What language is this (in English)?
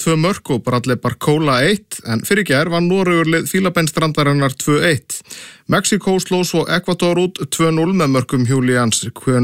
Icelandic